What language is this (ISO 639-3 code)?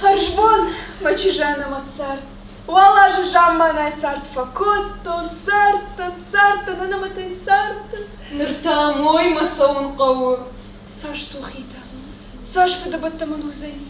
oss